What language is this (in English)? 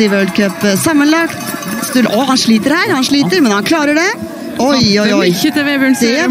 Norwegian